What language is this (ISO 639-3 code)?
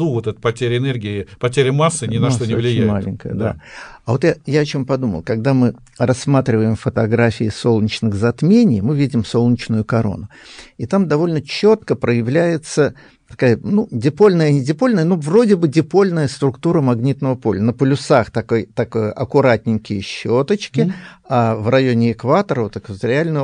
rus